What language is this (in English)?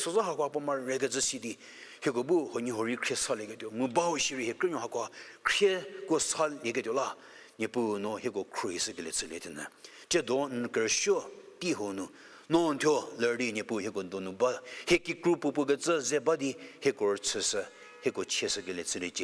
Angami Naga